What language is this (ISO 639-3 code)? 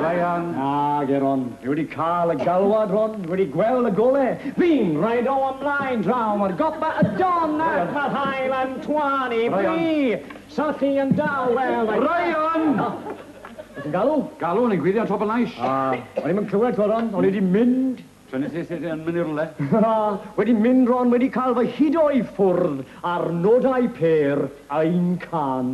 cym